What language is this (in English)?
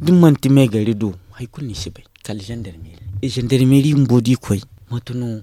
Zarma